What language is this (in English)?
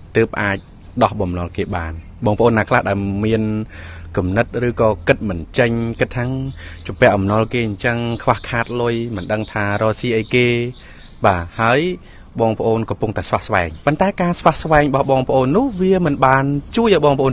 Khmer